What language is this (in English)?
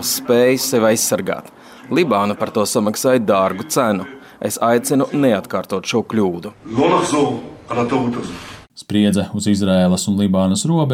Latvian